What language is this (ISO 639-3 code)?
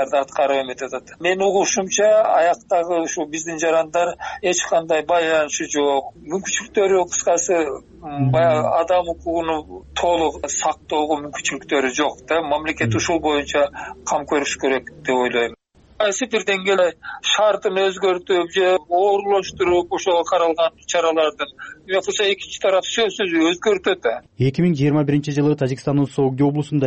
kir